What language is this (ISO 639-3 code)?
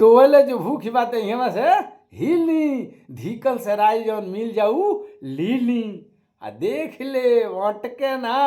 bho